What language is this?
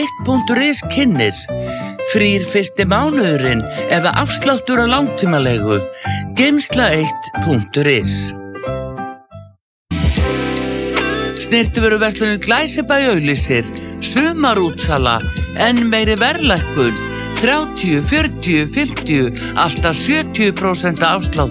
Icelandic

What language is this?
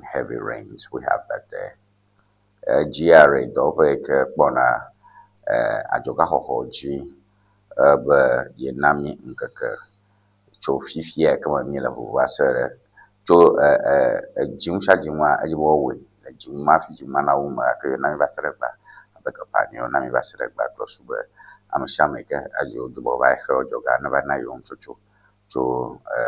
Ewe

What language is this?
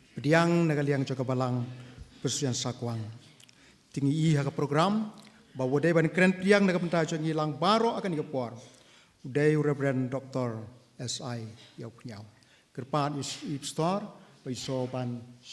Khasi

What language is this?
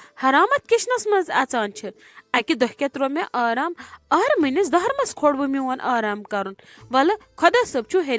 Kashmiri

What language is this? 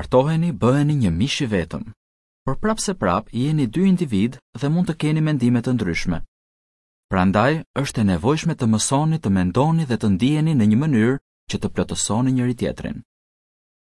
Albanian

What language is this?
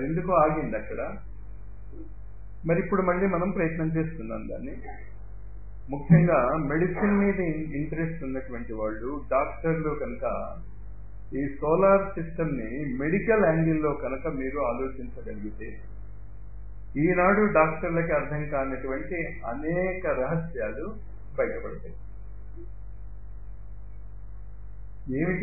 Telugu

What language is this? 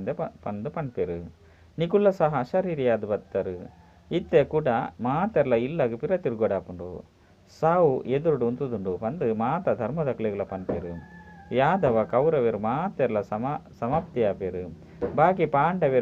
Tulu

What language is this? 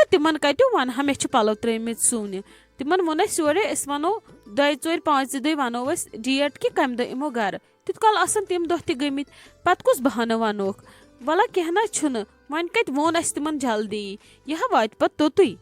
Kashmiri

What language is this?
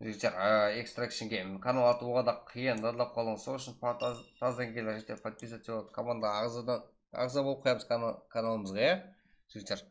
Kara-Kalpak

